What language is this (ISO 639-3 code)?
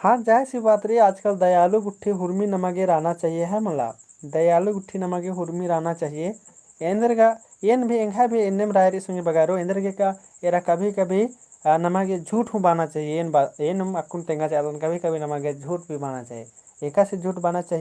kru